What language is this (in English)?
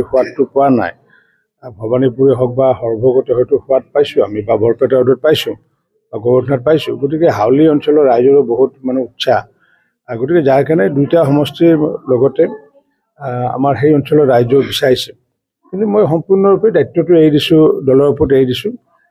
Assamese